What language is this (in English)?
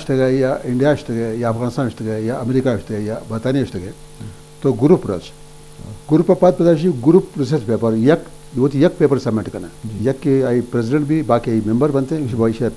Eastern Balochi